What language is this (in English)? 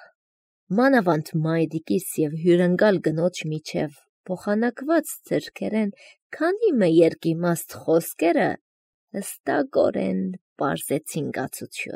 Armenian